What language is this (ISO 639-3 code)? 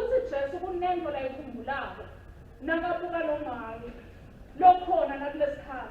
ssw